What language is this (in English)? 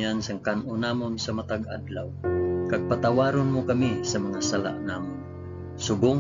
Hiligaynon